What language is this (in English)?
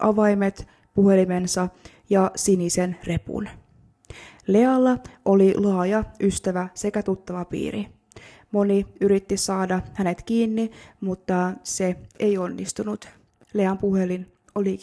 Finnish